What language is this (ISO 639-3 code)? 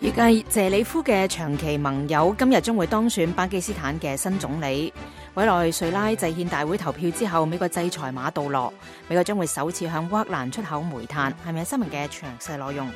yue